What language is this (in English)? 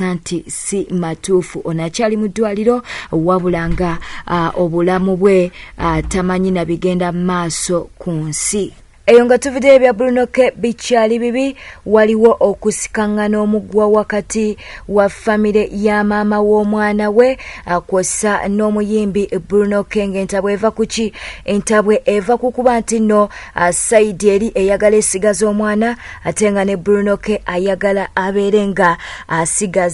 Ganda